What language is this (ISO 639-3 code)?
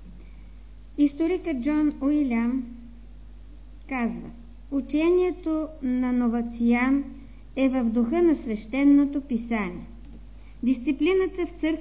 bul